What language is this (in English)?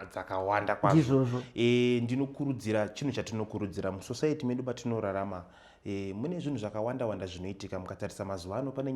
Shona